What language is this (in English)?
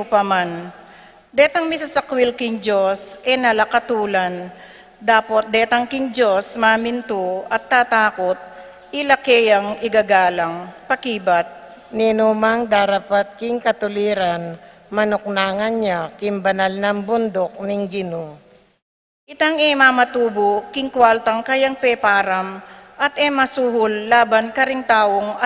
Pampanga